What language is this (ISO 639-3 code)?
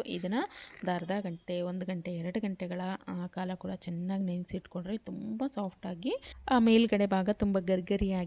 kan